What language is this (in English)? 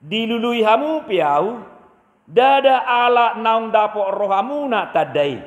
Batak Toba